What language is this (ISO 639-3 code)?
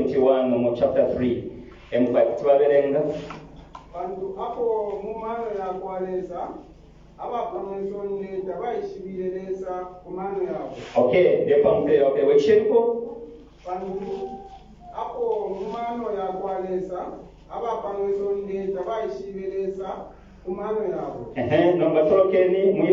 bem